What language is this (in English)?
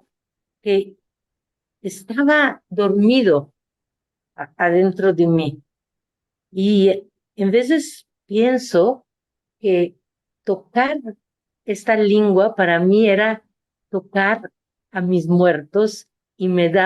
Ladino